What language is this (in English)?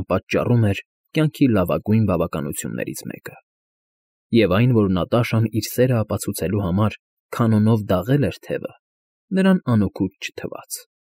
Armenian